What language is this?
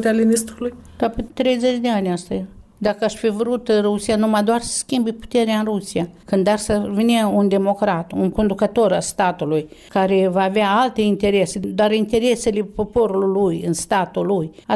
Romanian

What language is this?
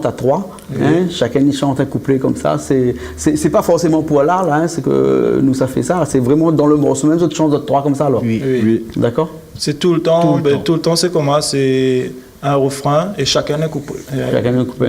Réunion Creole French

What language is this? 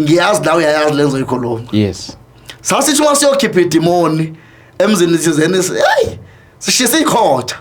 Zulu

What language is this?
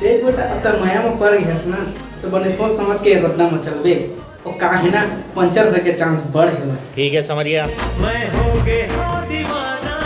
Chhattisgarhi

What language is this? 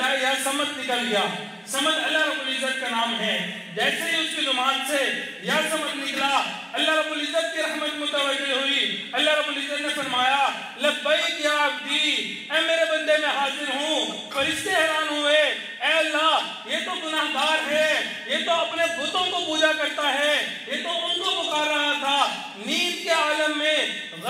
Urdu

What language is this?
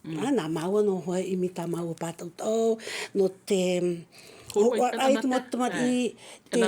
Tahitian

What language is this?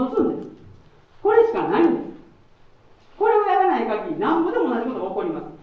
Japanese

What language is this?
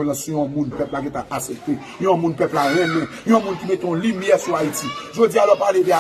Haitian Creole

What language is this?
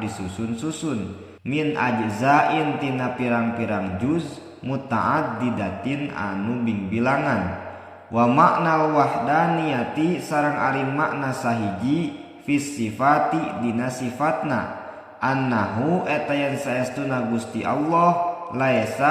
Sundanese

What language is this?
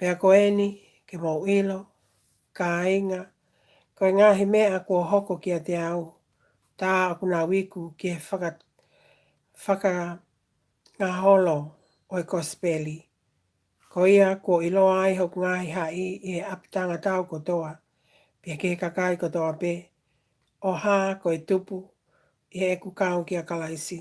Tongan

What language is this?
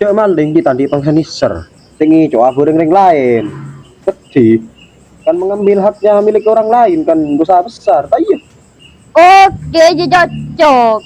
Madurese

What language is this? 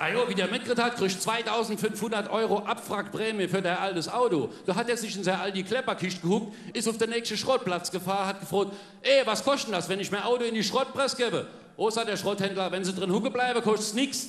Palatine German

